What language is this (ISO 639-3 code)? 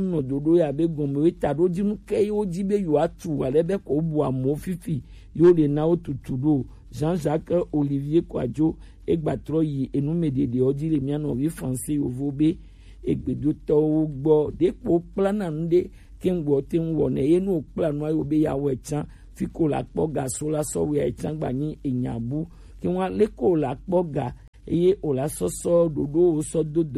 gej